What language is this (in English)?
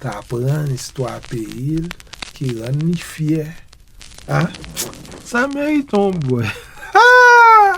Haitian Creole